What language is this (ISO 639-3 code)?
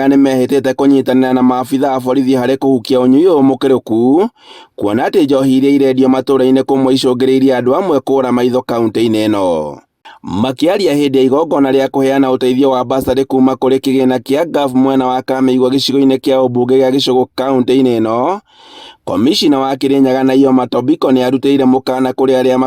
kik